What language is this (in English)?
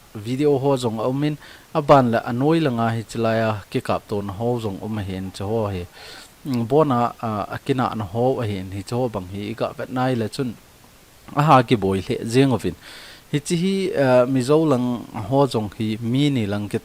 Thado Chin